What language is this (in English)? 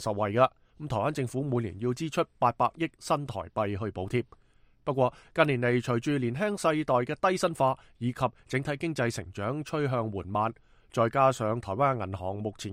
Cantonese